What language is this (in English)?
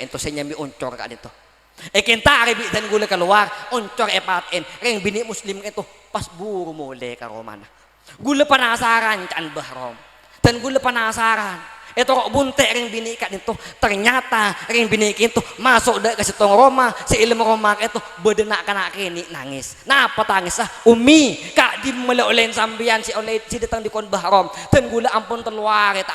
Madurese